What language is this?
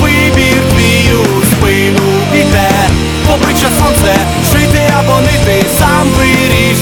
Ukrainian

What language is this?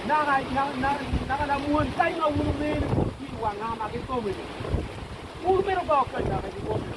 Acoli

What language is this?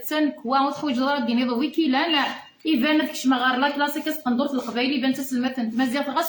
Kabyle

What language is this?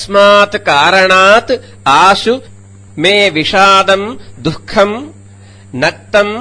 Sanskrit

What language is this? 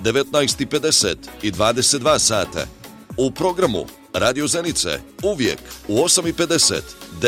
Bosnian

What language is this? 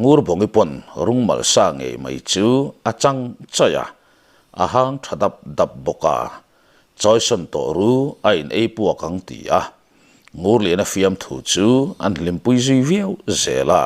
Mizo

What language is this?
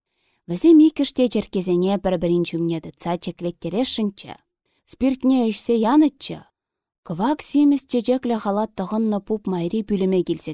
Chuvash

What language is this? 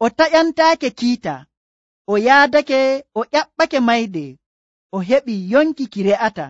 Nigerian Fulfulde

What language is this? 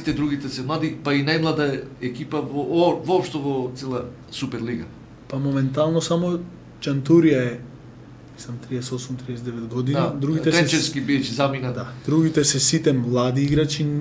Macedonian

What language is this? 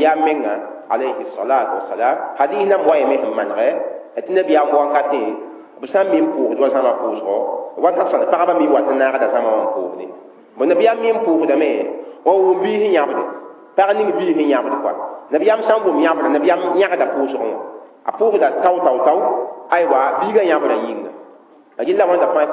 Mossi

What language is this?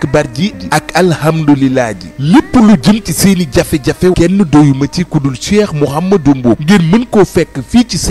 Wolof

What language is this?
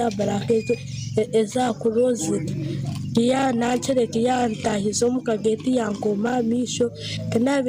Nyankole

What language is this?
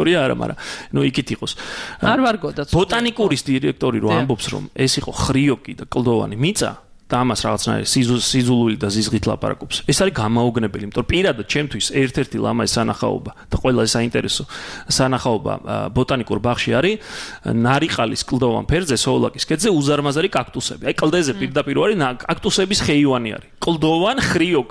Georgian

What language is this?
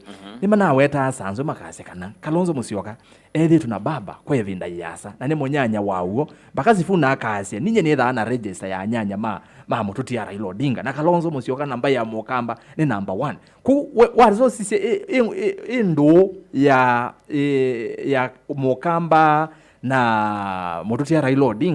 Kamba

